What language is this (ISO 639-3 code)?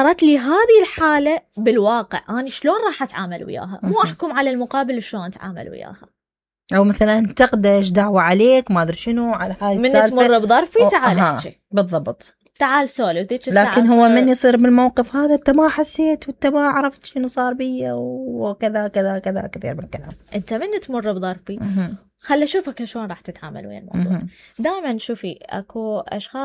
acm